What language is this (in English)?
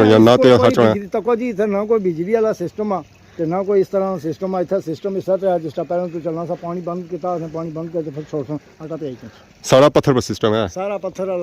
Pahari-Potwari